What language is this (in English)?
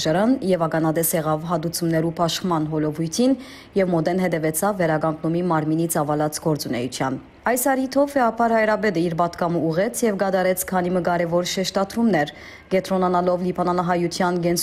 Western Armenian